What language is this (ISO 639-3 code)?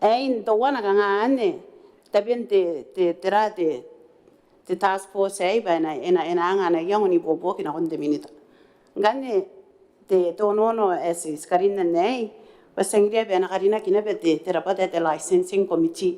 gil